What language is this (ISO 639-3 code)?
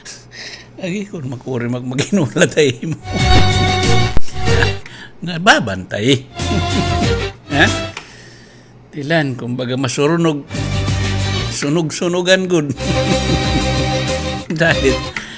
fil